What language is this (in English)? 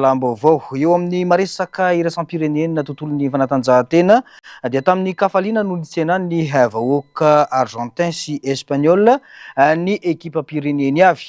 Malagasy